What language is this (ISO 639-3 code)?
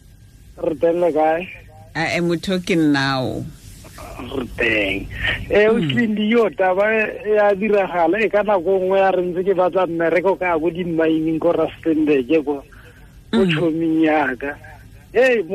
tsn